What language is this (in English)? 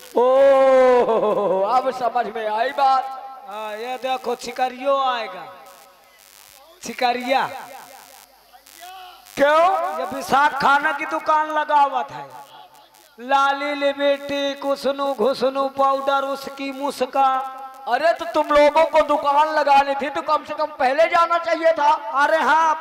Hindi